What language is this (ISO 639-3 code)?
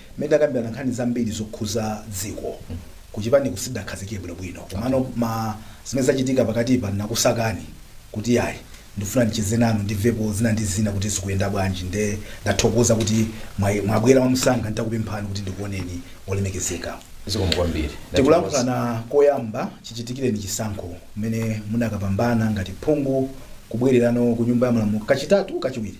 nya